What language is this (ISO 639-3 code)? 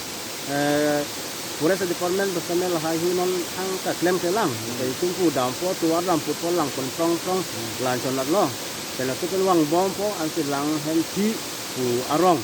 mjw